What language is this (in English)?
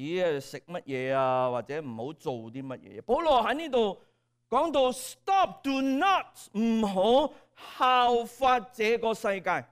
Cantonese